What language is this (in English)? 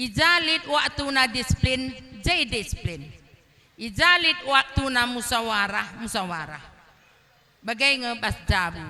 Batak Karo